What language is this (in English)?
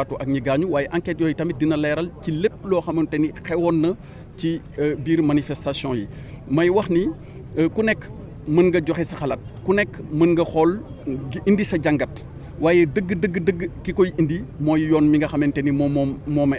Wolof